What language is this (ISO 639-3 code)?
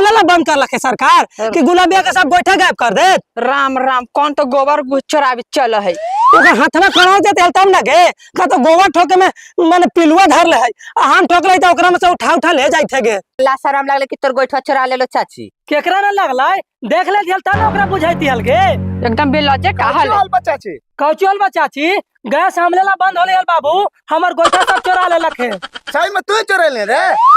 mag